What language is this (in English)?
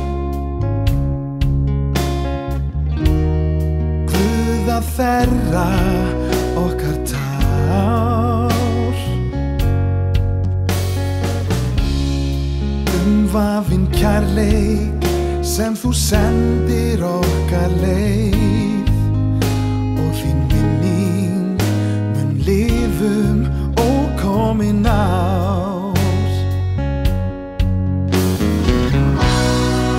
Icelandic